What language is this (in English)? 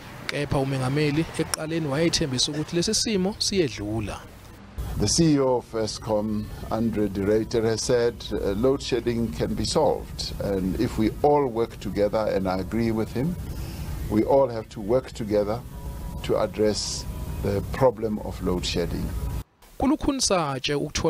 Zulu